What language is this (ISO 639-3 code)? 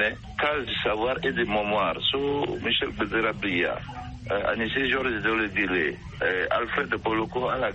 sag